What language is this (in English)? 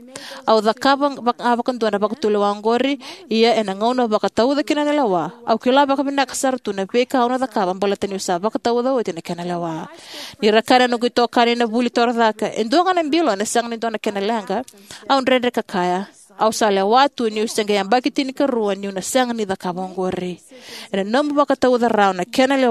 Fijian